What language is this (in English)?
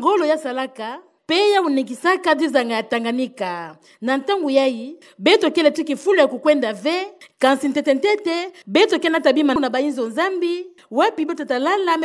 Kituba (Democratic Republic of Congo)